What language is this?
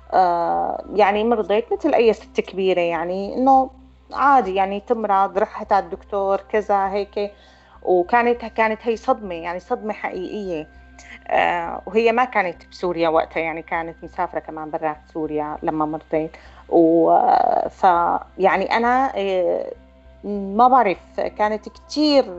North Levantine Arabic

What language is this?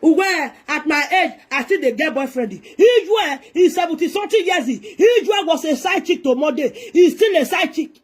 Nigerian Pidgin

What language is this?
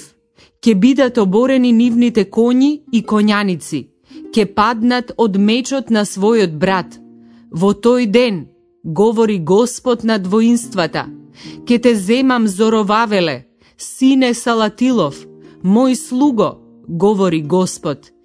Macedonian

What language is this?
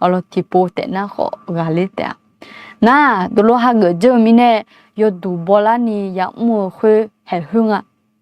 Akha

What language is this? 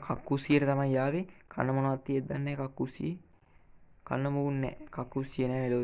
Sinhala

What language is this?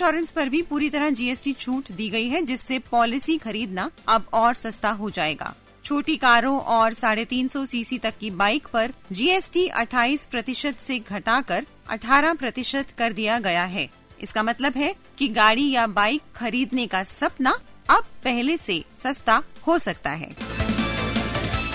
Hindi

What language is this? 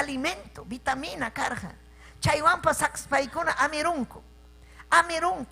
Ayacucho Quechua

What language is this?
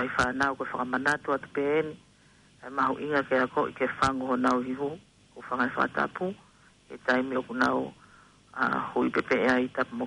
Tongan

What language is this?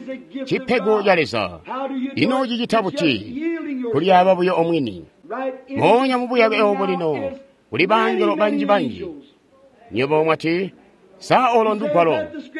Tonga (Zambia)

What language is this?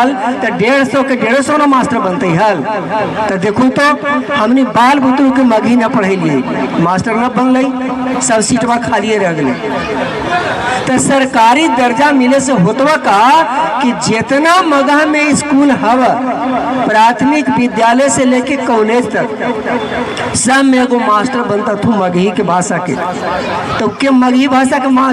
Magahi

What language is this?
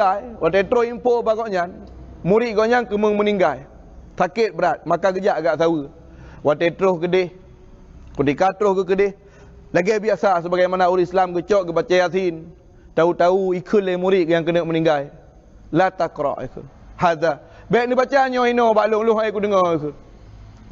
Achinese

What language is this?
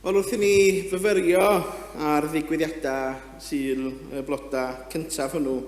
Welsh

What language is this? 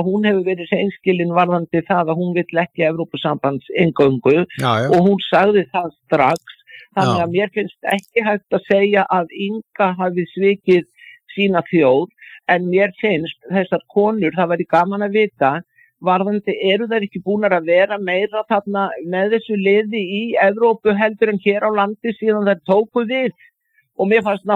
Icelandic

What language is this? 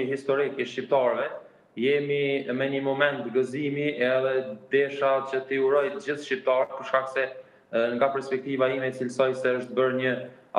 Albanian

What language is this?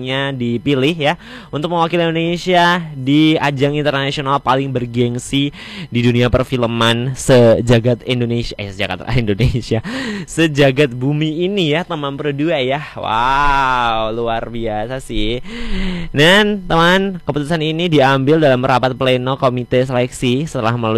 Indonesian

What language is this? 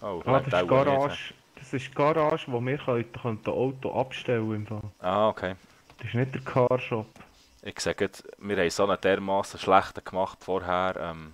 Swiss German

